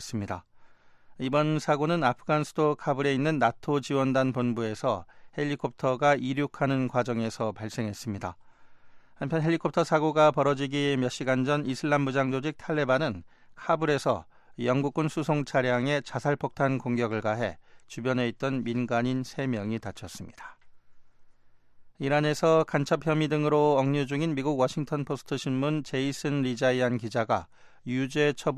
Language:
Korean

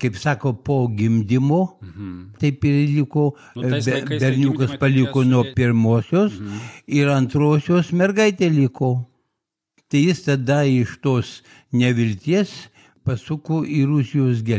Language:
Lithuanian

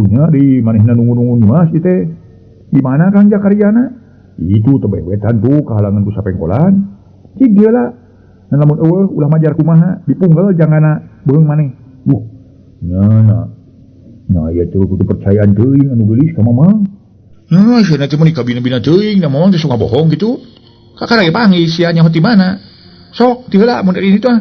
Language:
Sundanese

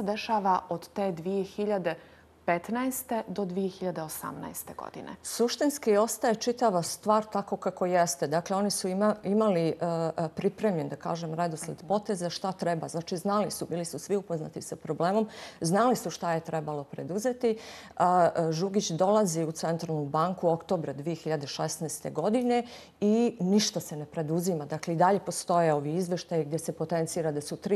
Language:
Bosnian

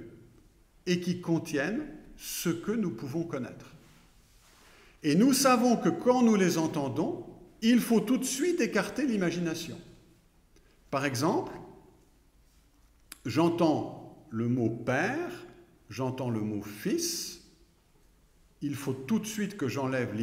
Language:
French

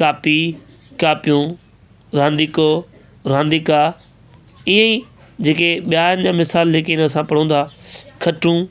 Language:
Sindhi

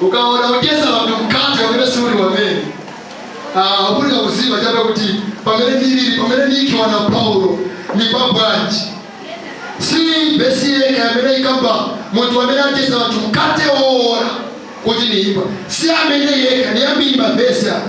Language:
Nyanja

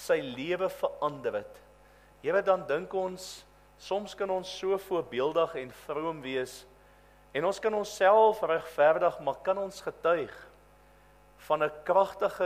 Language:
Afrikaans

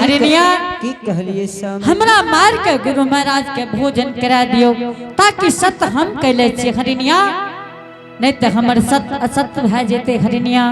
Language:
Angika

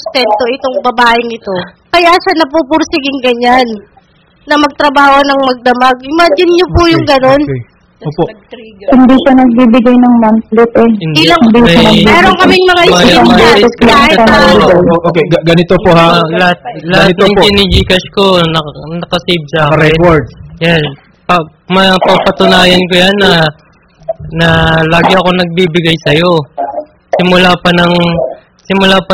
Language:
Filipino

